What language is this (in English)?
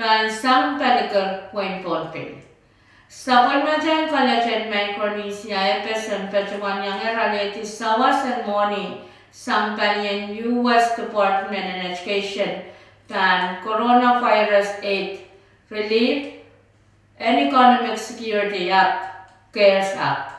Pohnpeian